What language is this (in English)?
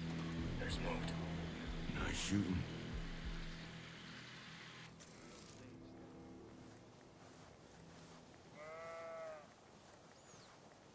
English